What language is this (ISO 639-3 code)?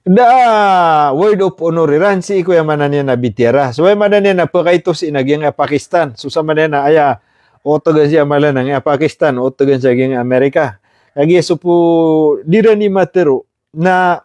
mrw